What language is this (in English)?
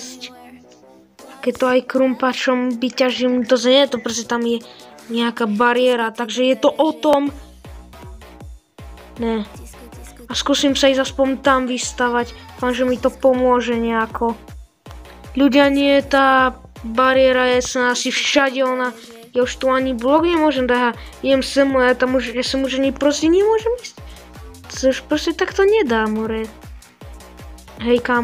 Slovak